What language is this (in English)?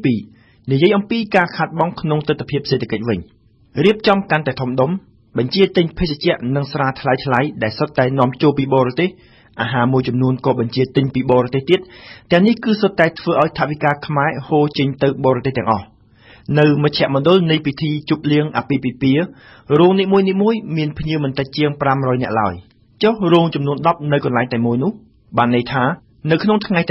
Khmer